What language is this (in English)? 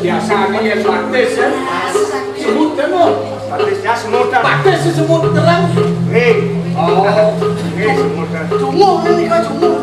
Balinese